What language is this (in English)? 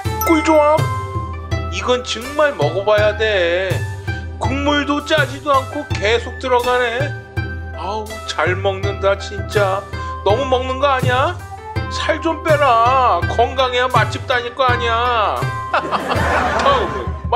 Korean